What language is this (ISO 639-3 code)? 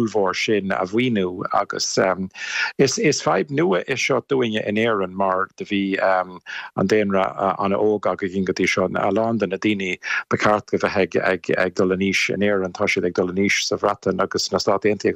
gle